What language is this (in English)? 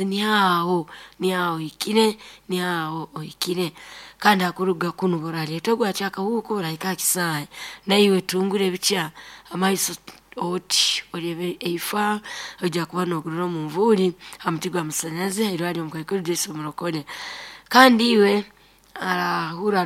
Nyoro